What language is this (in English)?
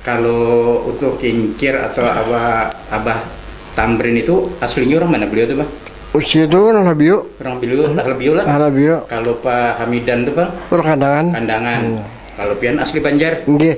Banjar